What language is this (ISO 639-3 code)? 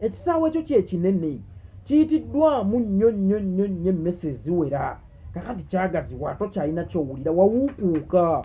lug